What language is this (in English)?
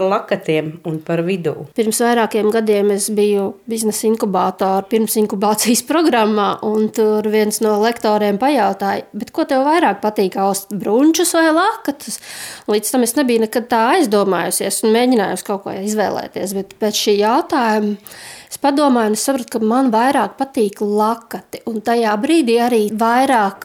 Latvian